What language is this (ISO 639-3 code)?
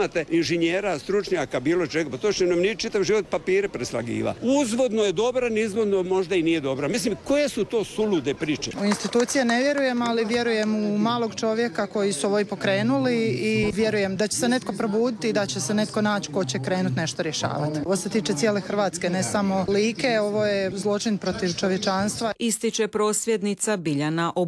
hrv